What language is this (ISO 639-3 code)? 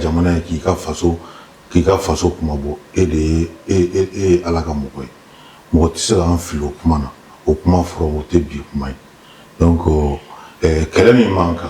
bam